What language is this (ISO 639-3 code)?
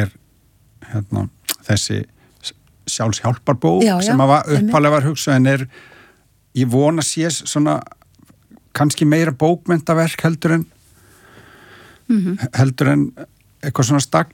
isl